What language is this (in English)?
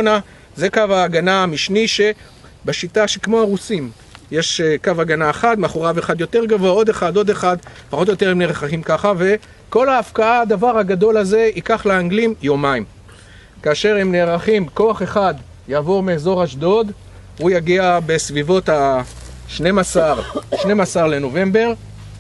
Hebrew